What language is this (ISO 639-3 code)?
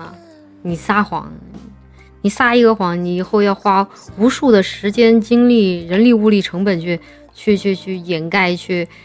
zho